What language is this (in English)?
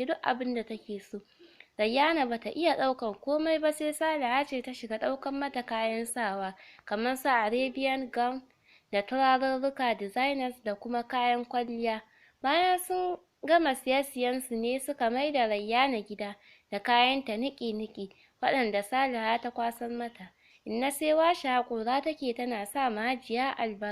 Hausa